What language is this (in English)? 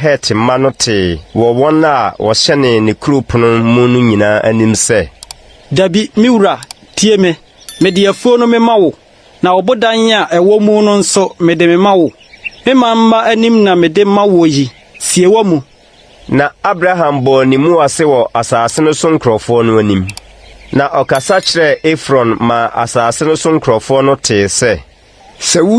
Akan